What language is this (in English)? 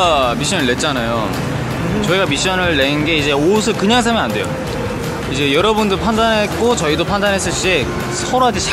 Korean